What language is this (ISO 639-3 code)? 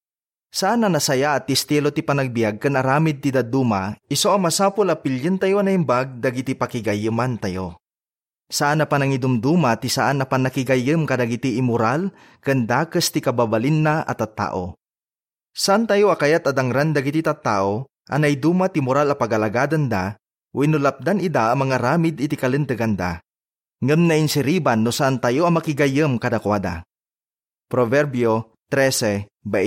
ilo